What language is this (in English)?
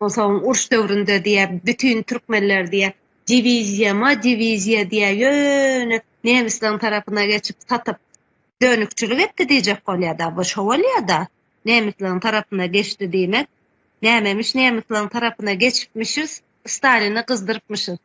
Turkmen